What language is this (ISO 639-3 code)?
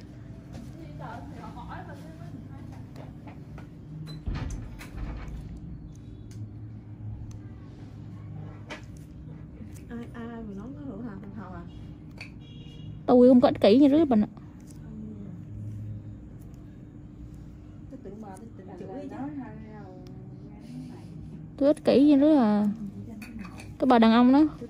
vie